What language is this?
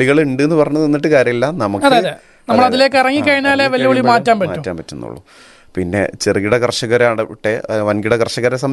Malayalam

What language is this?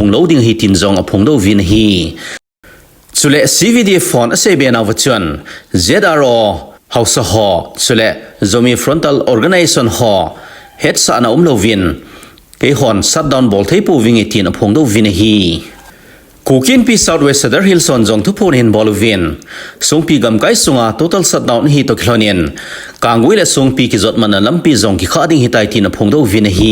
Thado Chin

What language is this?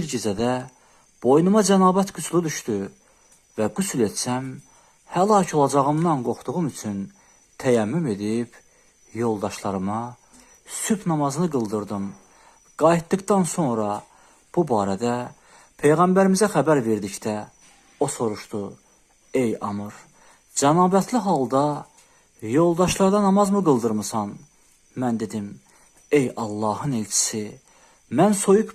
Azerbaijani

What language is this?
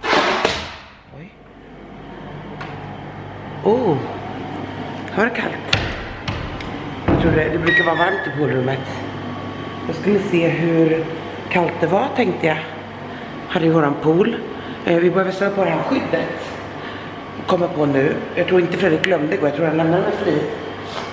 Swedish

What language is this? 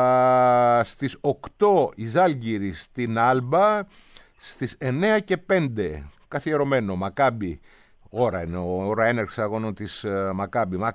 Greek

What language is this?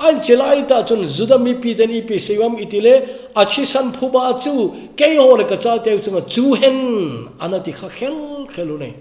Thado Chin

